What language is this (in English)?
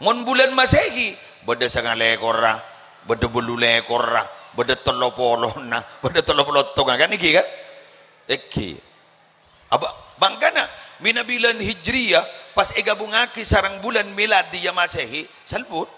Madurese